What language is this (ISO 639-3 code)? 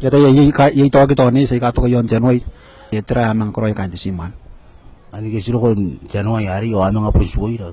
gil